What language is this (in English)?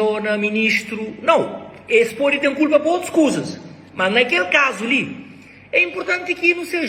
Kabuverdianu